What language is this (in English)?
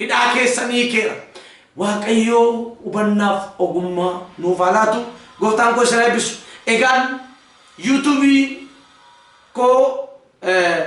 Oromo